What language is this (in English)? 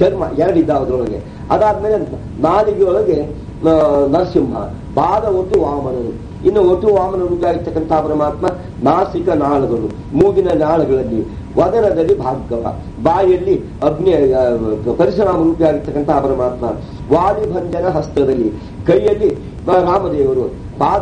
Kannada